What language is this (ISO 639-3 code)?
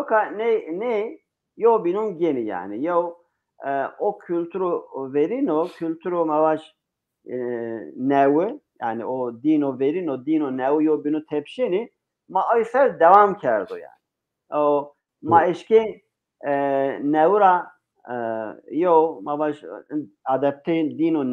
zza